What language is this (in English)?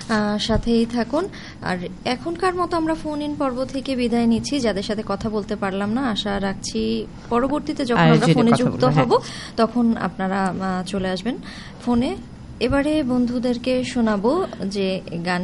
Bangla